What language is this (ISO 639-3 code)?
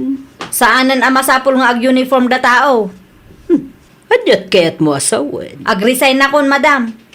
ilo